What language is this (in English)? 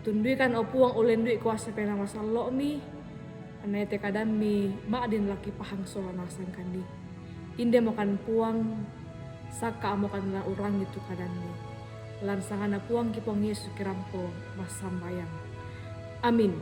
Toraja-Sa'dan